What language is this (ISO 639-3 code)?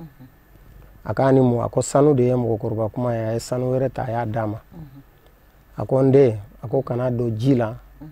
bam